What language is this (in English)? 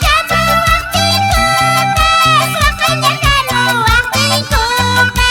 Quechua